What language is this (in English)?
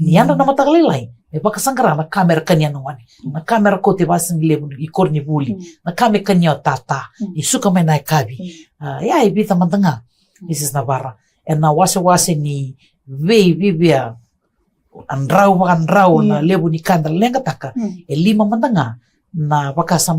Fijian